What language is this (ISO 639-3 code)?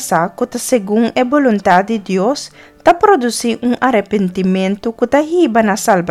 pap